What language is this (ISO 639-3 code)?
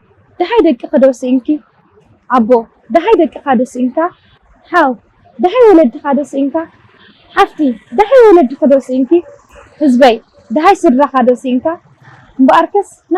tir